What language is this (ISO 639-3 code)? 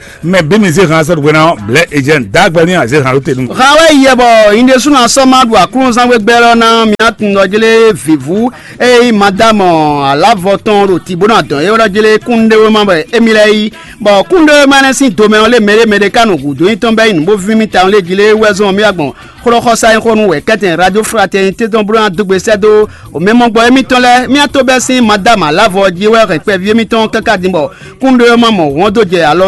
fon